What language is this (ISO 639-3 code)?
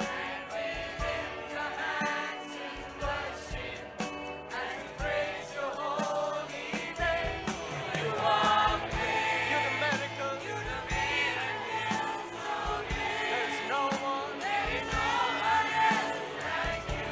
ewe